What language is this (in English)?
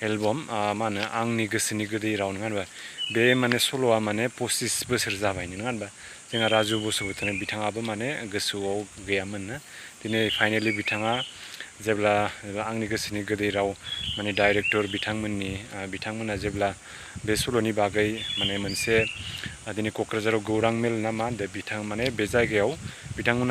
Bodo